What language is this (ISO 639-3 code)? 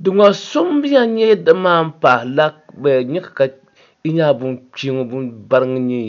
dag